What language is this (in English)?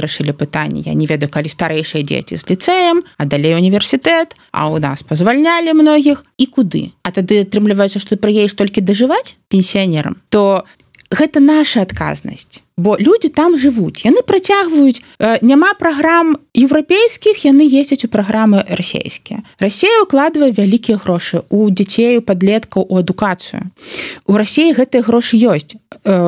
Belarusian